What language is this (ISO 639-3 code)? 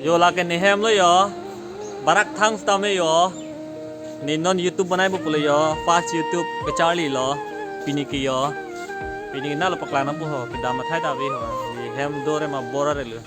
mjw